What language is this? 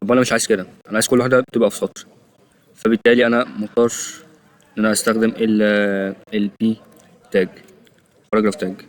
Egyptian Arabic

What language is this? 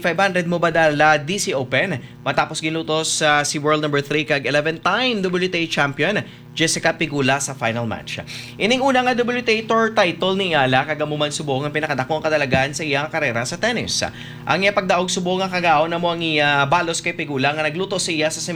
Hiligaynon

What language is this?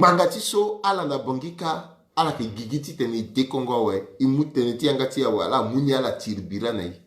Sango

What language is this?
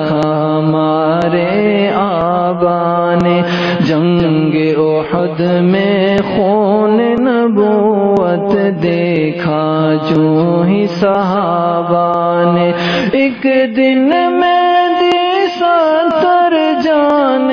Urdu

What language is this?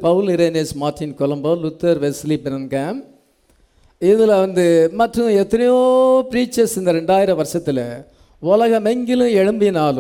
Tamil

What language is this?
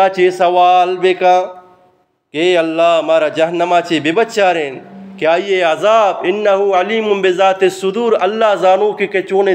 Eastern Balochi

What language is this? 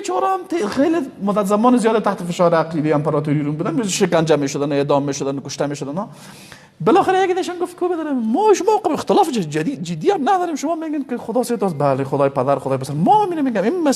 Persian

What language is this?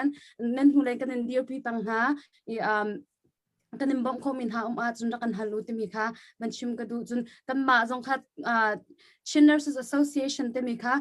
Hakha Chin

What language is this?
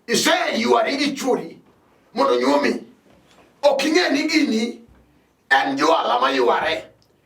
Luo (Kenya and Tanzania)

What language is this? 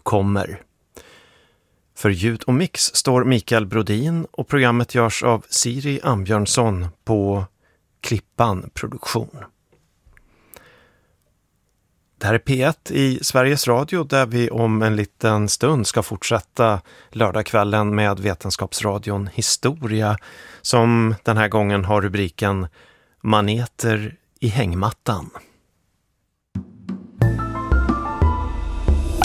Swedish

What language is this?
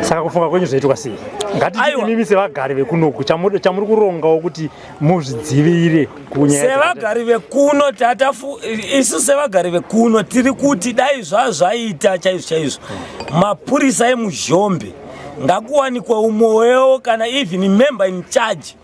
Shona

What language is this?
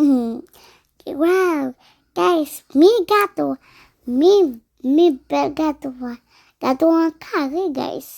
Haitian Creole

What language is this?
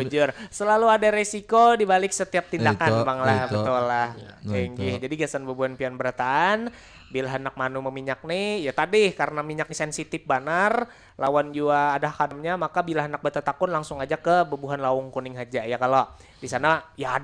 Banjar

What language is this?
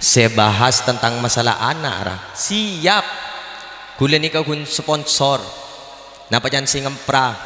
Madurese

